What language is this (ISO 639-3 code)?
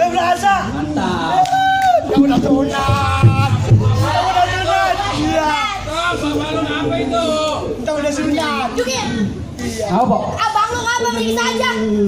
bew